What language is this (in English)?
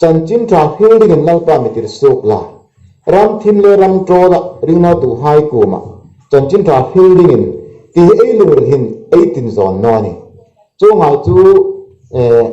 Hmar